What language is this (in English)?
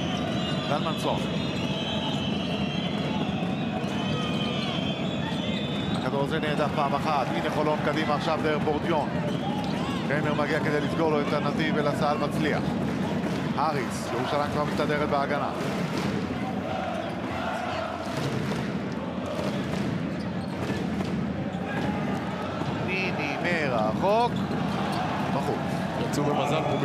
Hebrew